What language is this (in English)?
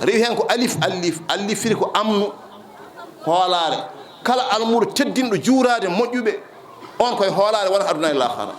Fula